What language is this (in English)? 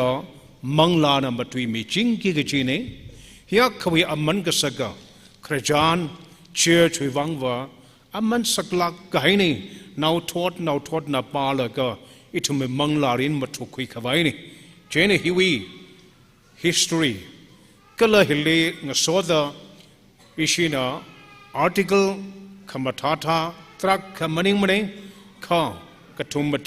Tangkhul Naga (India)